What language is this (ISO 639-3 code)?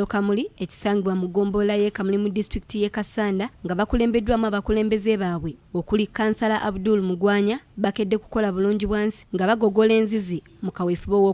lug